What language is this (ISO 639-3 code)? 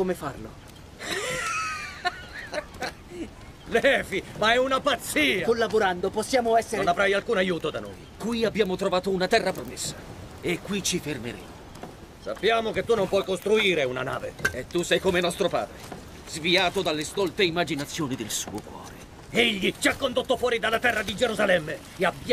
ita